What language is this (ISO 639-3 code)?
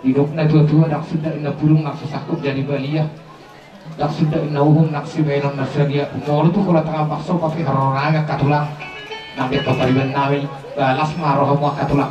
bbc